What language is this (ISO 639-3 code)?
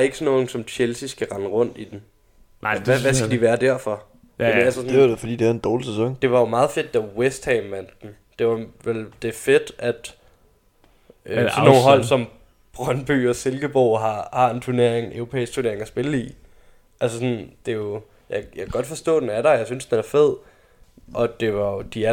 dan